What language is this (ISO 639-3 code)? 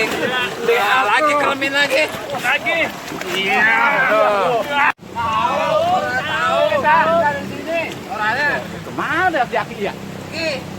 bew